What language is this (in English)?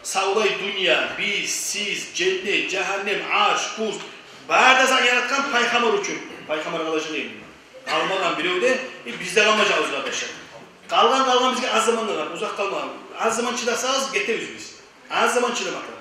Kumyk